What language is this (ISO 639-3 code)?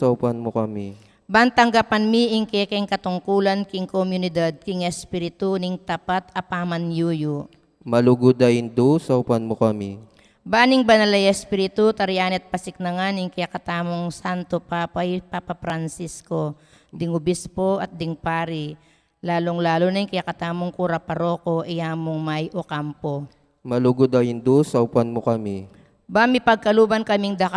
pam